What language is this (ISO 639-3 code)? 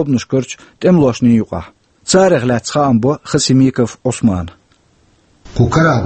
che